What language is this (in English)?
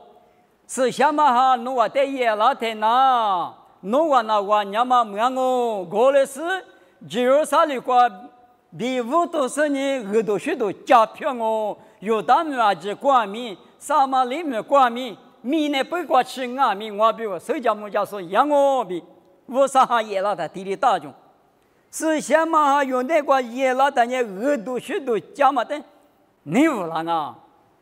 Lisu